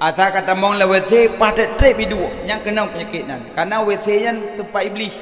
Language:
Achinese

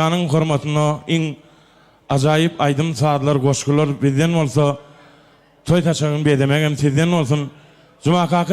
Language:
Turkmen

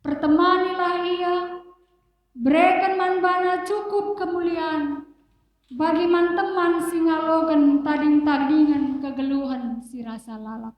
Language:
Batak Karo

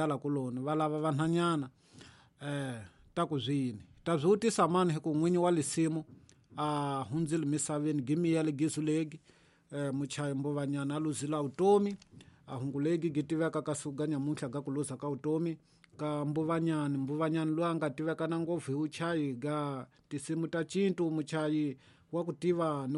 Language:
Tsonga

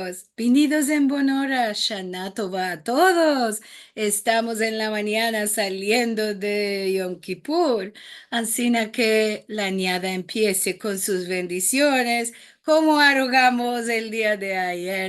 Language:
Ladino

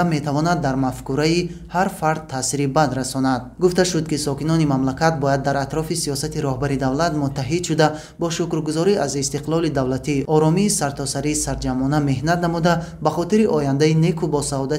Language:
Tajik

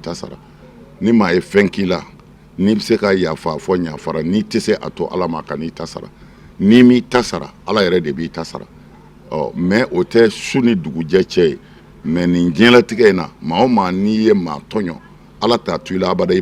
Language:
Bambara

